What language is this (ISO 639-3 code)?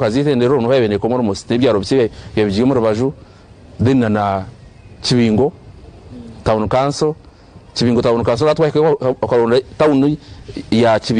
nyn